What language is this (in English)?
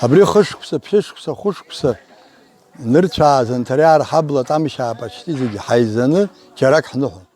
Abkhazian